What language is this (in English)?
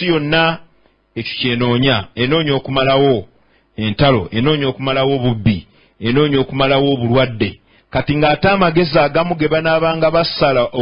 Ganda